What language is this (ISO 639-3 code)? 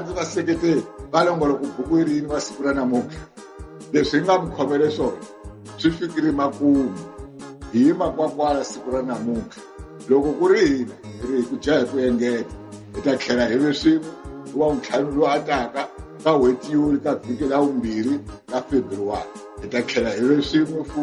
tso